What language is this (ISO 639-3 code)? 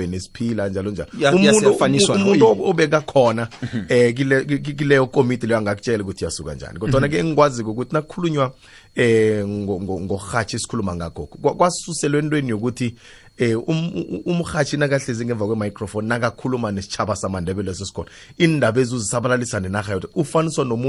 nbl